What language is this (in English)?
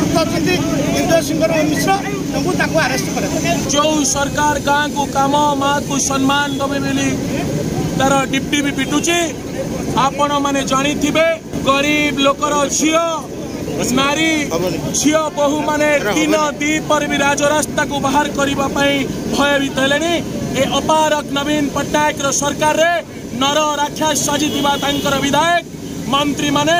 Odia